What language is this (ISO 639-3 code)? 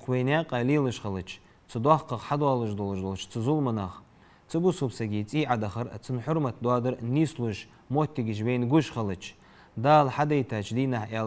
inh